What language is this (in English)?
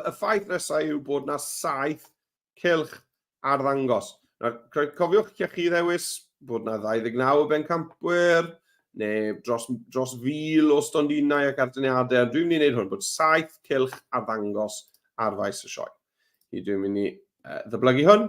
Welsh